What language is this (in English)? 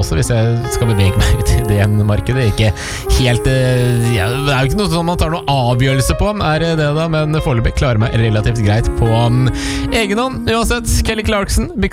Norwegian